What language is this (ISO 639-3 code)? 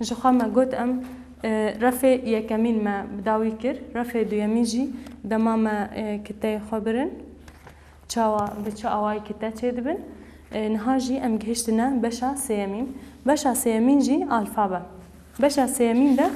kur